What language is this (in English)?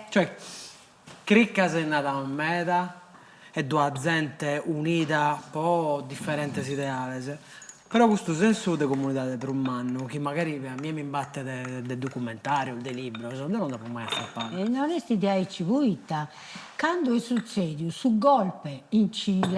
Sardinian